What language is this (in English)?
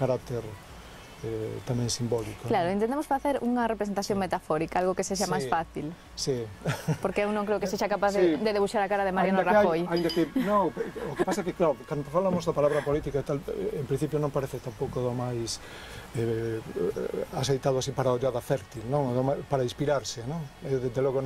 Galician